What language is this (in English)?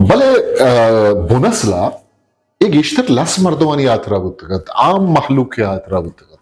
Eastern Balochi